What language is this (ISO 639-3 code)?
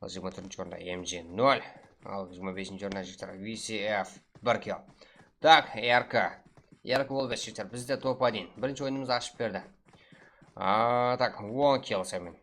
kaa